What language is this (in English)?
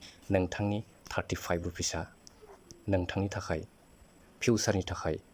Bodo